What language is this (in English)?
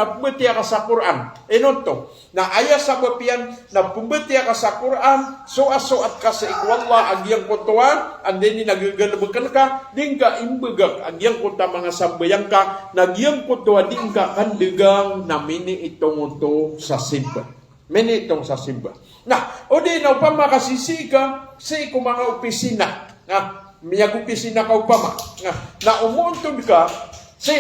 Maranao